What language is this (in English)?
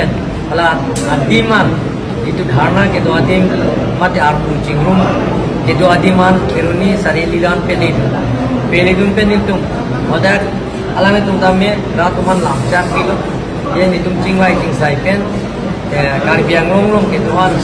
Karbi